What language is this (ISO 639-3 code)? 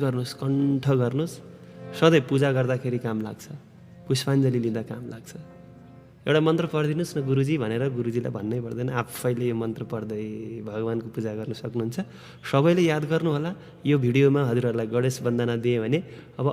nep